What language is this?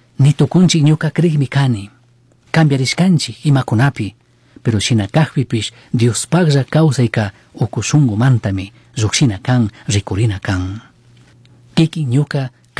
Chimborazo Highland Quichua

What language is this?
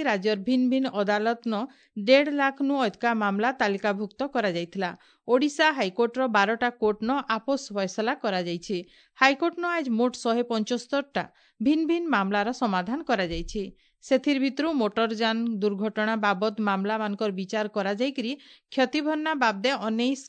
Odia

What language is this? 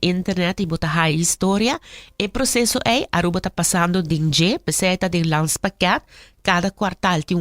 Papiamento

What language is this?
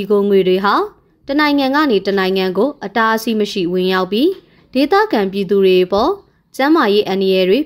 Burmese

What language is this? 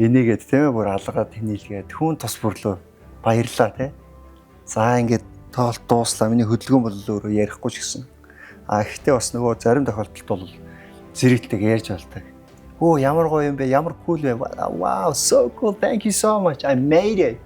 Mongolian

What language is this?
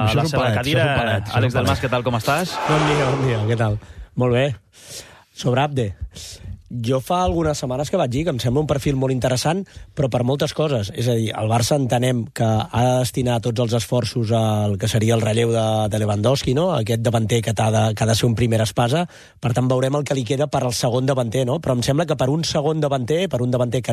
Catalan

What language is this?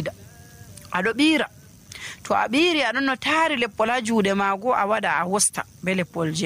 Nigerian Fulfulde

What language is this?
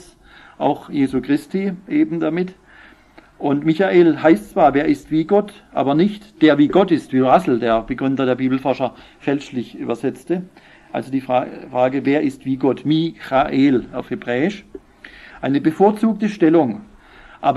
German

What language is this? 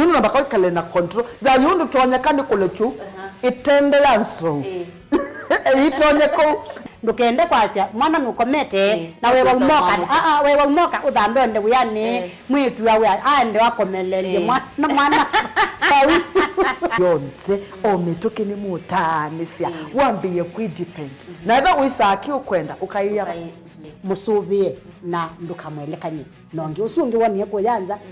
Kamba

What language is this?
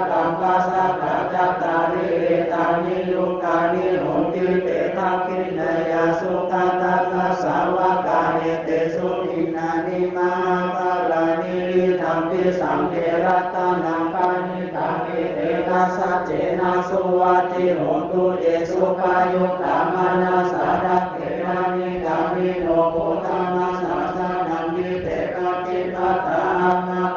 Pali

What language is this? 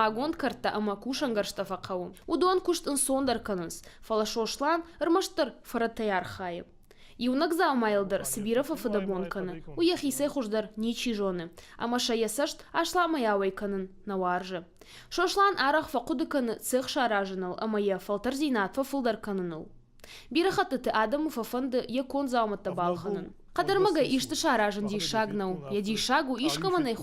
Ossetic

